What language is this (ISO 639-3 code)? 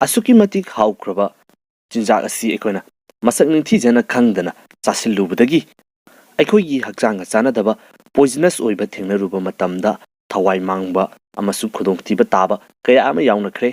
mni